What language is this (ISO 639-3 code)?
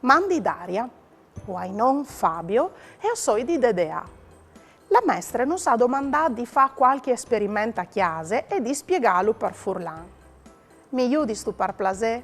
fur